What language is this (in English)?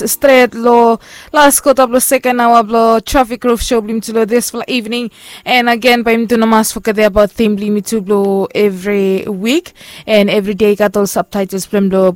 Bislama